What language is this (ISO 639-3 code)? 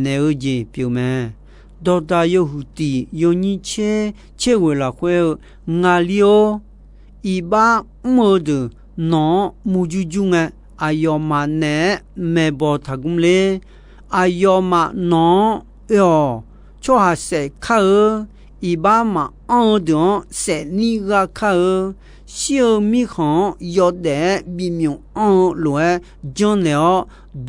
ahk